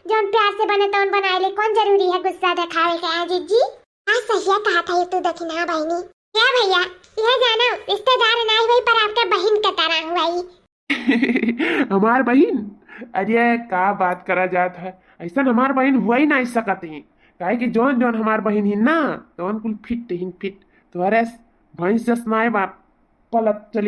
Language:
Awadhi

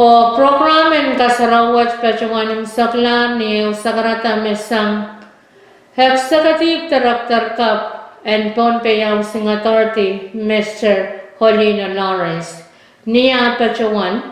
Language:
Pohnpeian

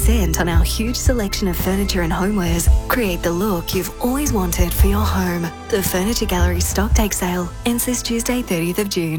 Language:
English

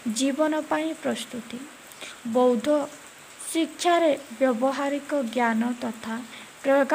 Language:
Odia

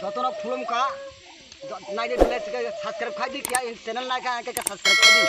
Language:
Kok Borok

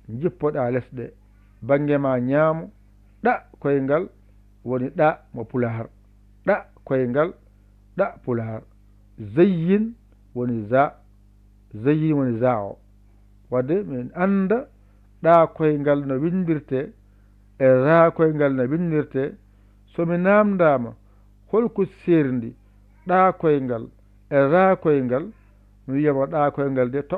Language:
Fula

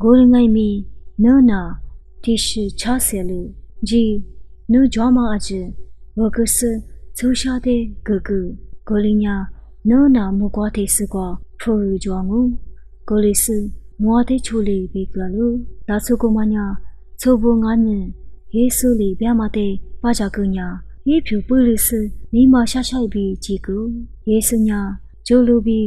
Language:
Lisu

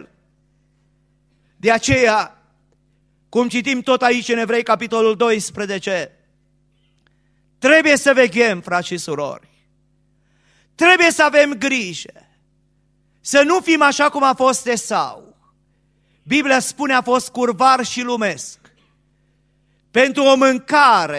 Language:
Romanian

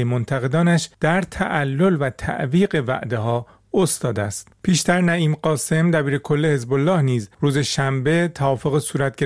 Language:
Persian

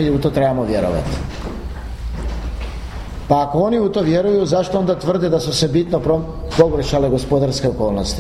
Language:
Croatian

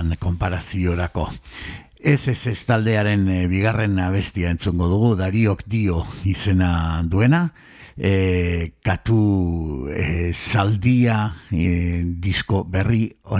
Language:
Basque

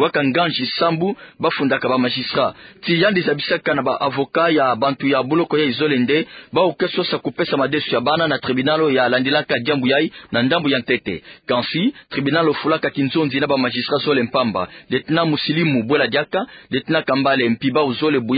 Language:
Kituba (Democratic Republic of Congo)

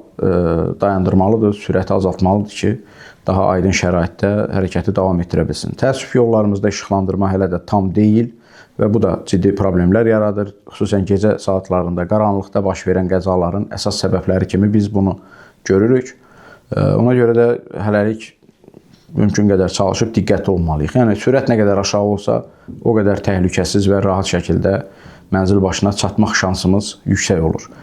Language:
Azerbaijani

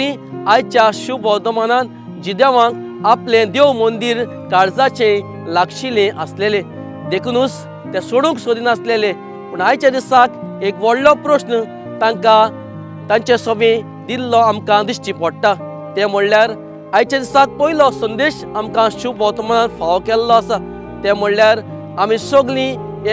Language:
Konkani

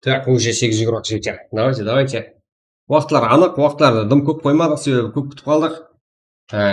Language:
Kara-Kalpak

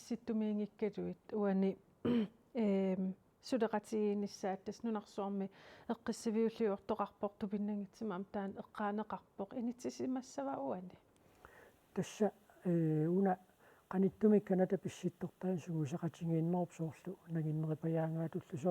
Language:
Kalaallisut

